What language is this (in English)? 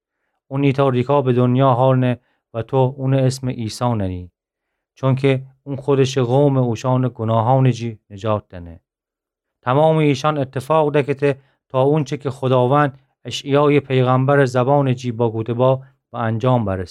Gilaki